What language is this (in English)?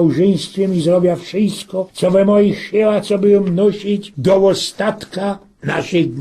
Silesian